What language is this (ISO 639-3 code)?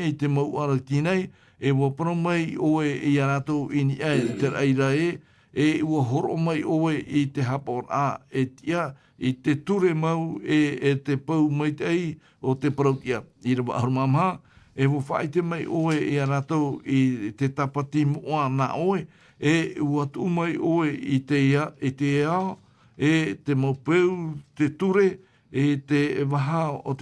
tah